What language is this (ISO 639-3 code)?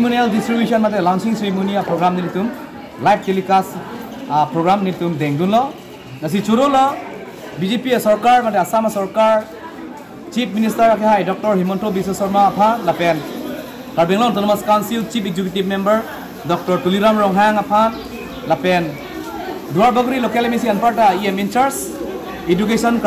mjw